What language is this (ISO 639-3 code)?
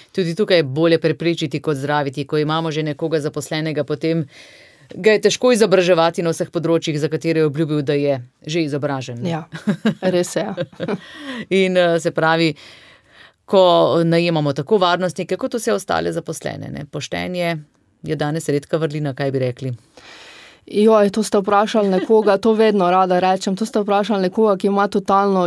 slv